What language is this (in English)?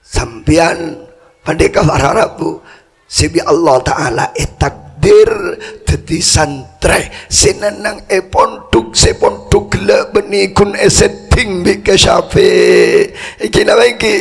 Madurese